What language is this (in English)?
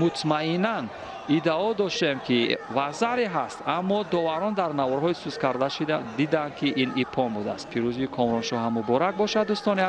Tajik